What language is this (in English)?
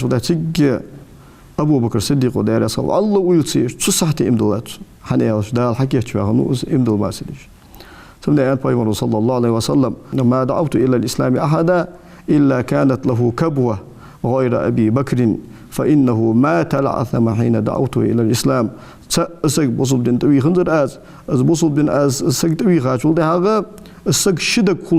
Ingush